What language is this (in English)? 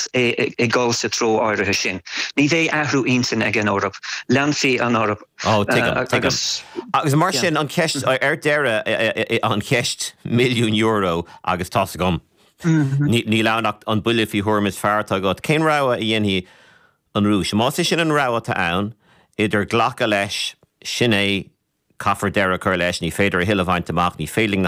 Irish